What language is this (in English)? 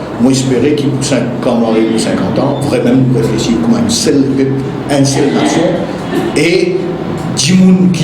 Morisyen